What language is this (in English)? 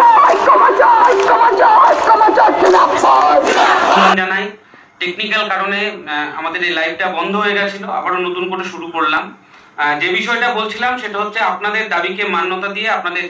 Bangla